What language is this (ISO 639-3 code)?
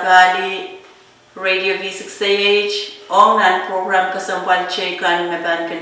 pon